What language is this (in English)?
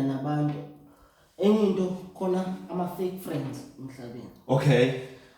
Zulu